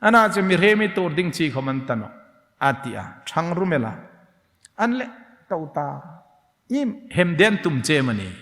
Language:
Hmar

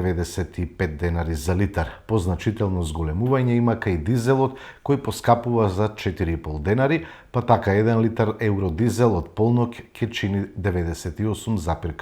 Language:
Macedonian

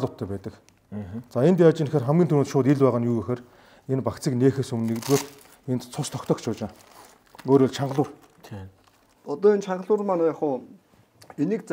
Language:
Mongolian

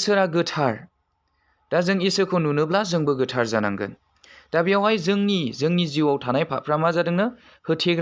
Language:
Bodo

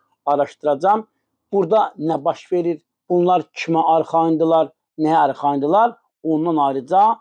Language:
Azerbaijani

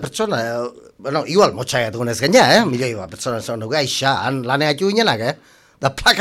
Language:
Basque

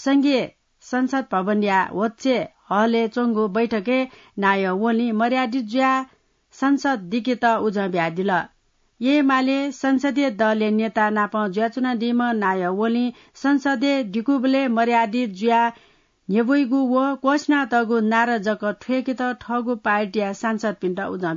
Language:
Newari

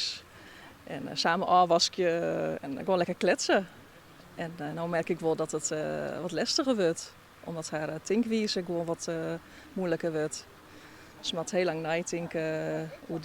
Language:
Western Frisian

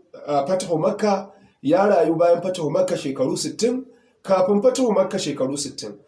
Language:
Hausa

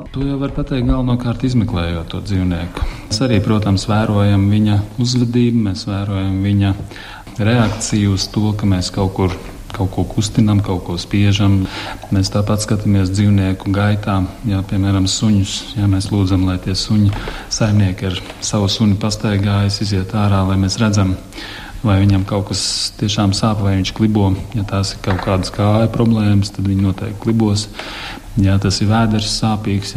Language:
Latvian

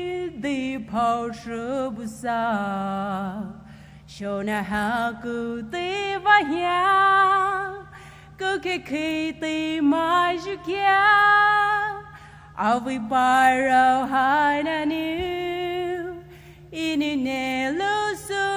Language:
Poumei Naga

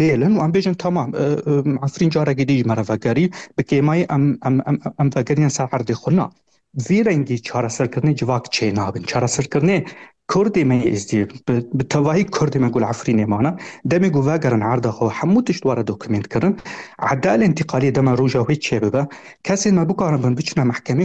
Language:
Kurdish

